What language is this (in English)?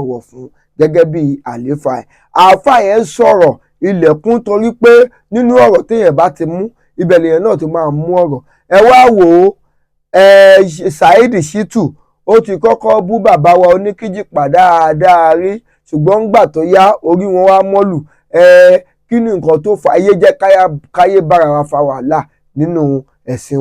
Yoruba